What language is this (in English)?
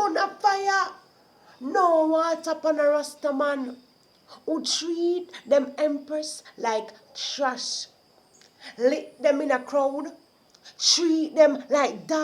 Jamaican Creole English